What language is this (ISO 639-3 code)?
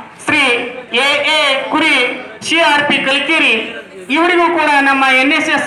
kan